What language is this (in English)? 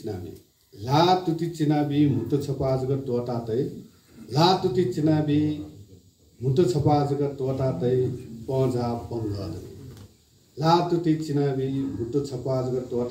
Newari